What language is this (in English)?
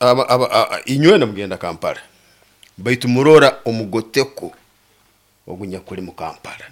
Nyoro